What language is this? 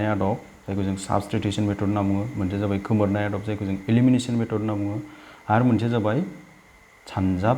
Bodo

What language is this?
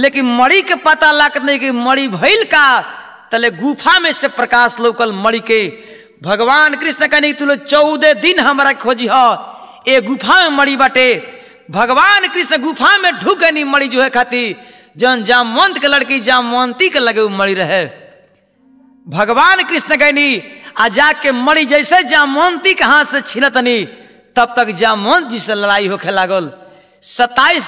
Bhojpuri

